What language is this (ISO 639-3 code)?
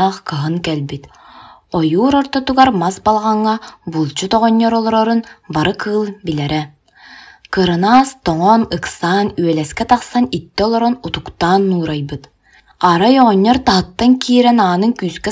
sah